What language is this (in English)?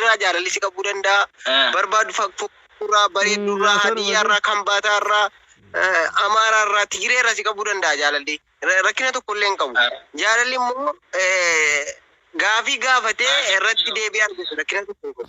Oromo